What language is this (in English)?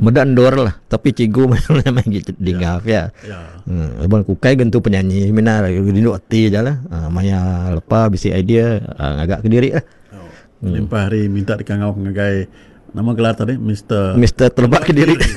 Iban